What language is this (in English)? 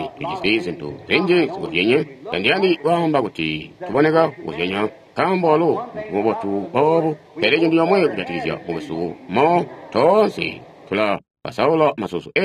Tonga (Zambia)